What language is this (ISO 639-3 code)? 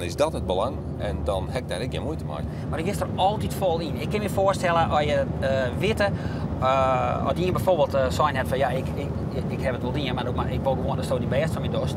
fry